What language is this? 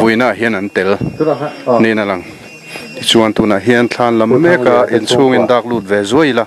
Mizo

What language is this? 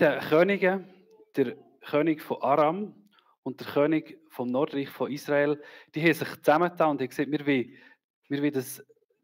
Swiss German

